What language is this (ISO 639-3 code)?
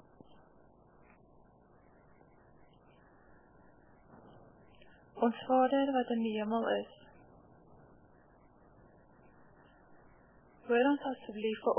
afr